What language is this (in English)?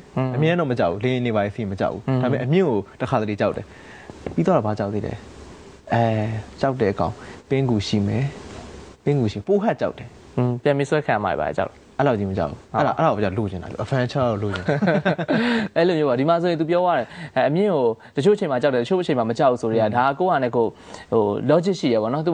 Burmese